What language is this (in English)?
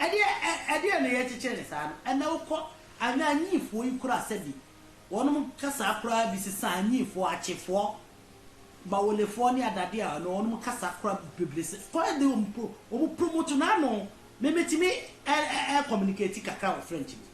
Akan